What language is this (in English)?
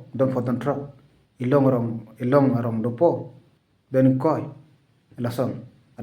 Karbi